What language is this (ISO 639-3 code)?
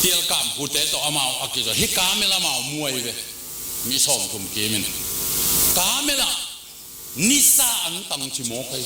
ctd